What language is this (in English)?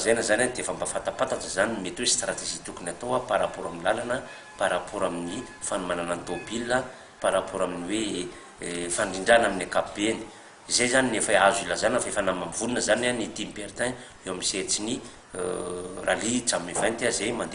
Malagasy